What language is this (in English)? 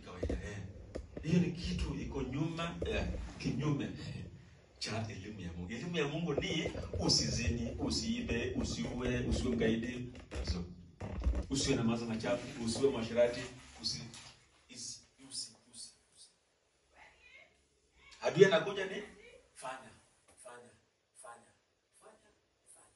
Swahili